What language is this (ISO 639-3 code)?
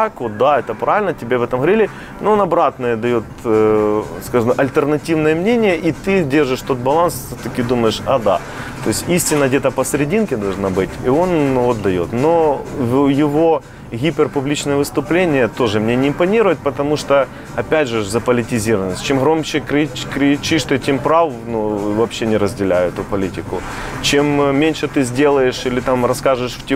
rus